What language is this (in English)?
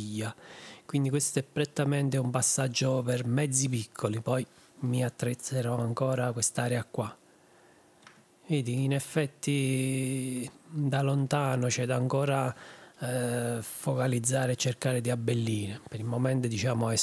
Italian